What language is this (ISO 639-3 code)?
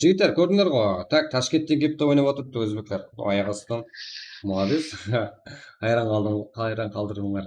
kaa